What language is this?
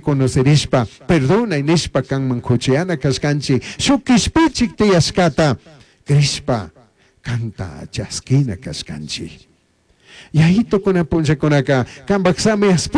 Chimborazo Highland Quichua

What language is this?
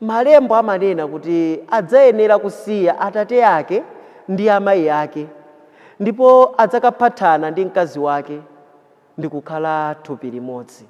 Nyanja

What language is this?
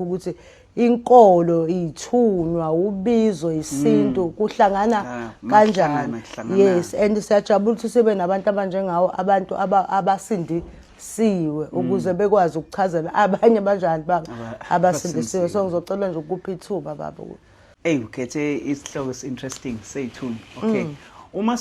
Zulu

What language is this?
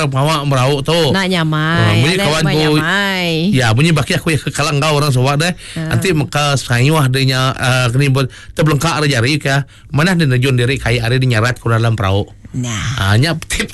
Iban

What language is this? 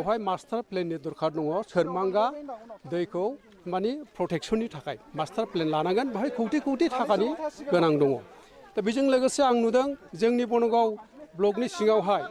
Bodo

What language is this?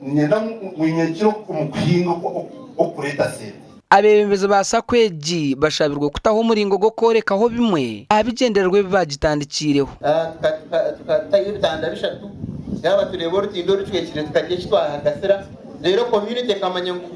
Nyankole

